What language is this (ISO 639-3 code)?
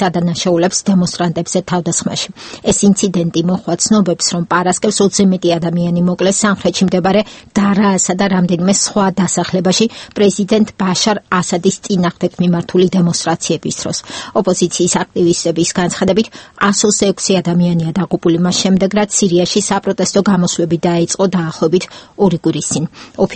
kat